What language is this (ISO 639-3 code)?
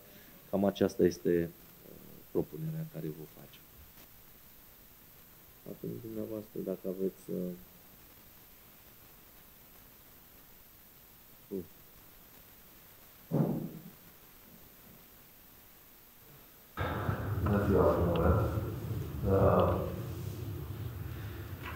ron